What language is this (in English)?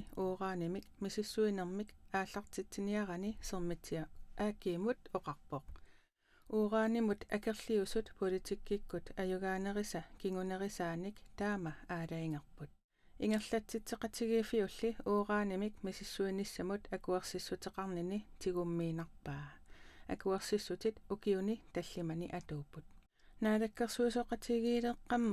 Kalaallisut